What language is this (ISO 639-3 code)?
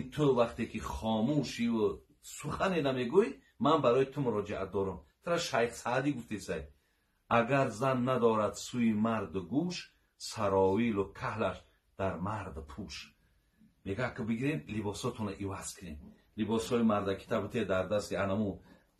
tgk